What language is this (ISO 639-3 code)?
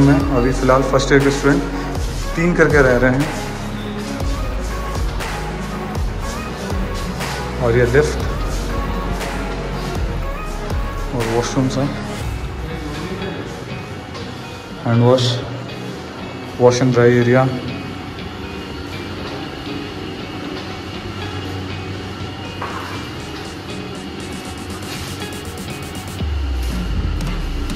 hin